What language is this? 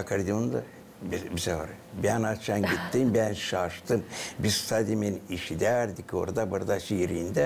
Gagauz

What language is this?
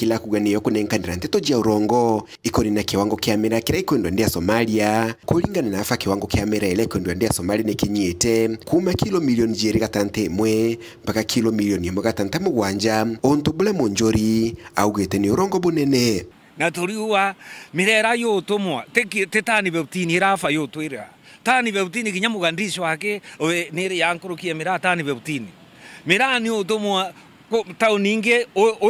Meru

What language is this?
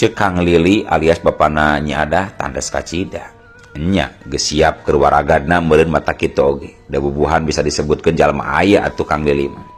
Sundanese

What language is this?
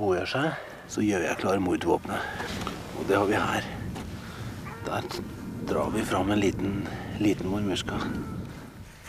Norwegian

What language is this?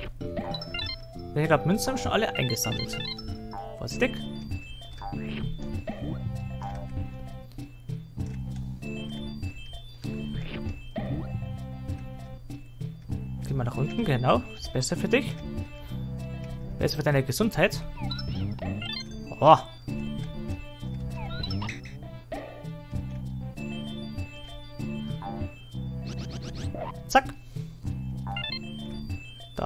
German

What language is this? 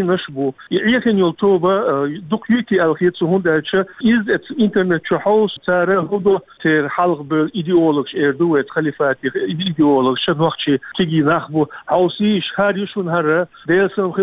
Chechen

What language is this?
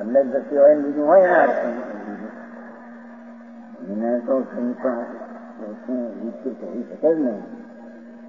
Gujarati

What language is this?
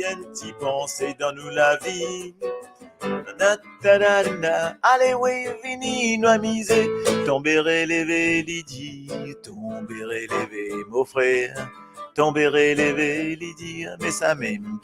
Morisyen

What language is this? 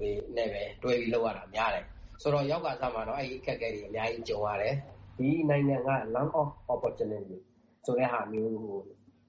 Burmese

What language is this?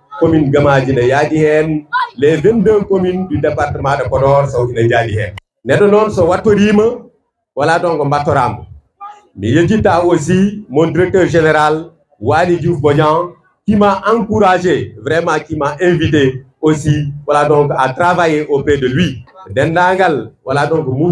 Fula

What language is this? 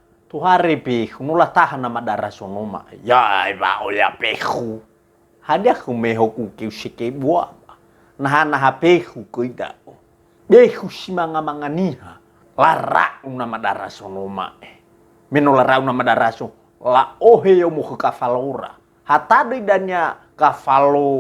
Nias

